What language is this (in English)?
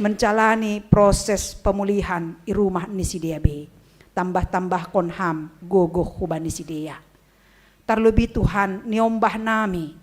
Batak Simalungun